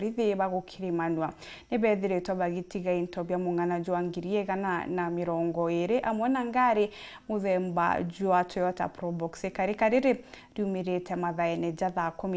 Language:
Meru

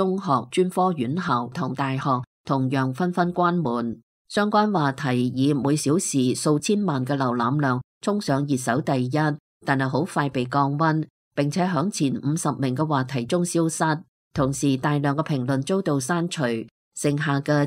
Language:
Cantonese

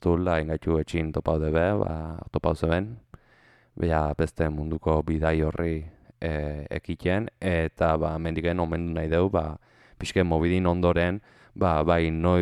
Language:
Basque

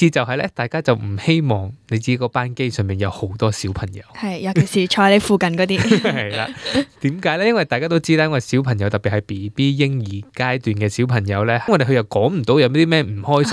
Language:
Cantonese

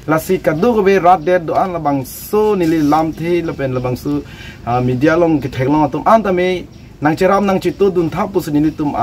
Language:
Karbi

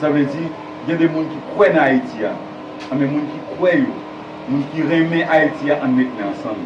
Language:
Haitian Creole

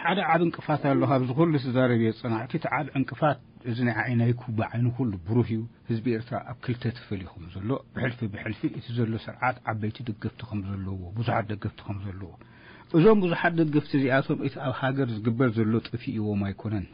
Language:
Tigrinya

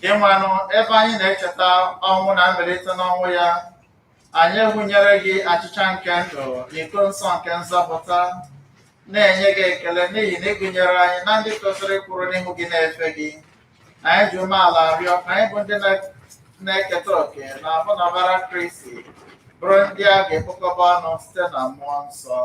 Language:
Igbo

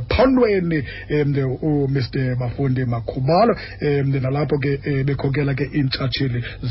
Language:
Xhosa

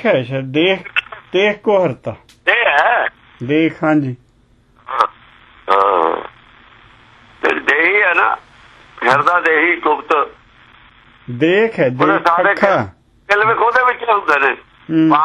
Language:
Punjabi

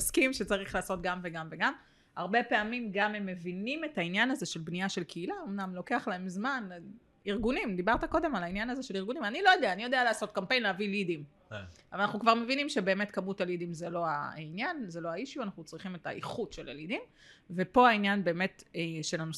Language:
Hebrew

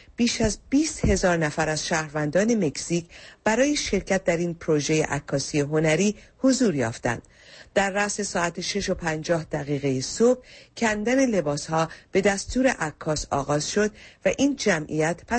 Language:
Persian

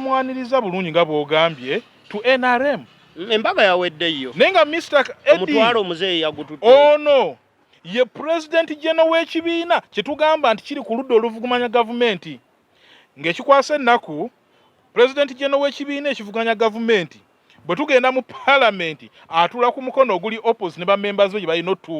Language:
Ganda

